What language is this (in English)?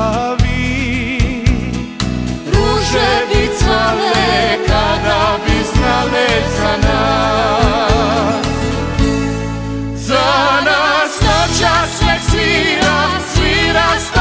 Croatian